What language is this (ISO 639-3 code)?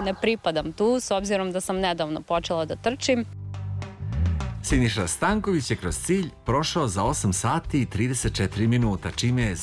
srp